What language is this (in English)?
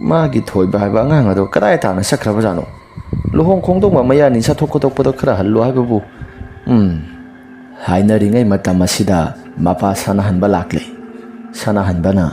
Manipuri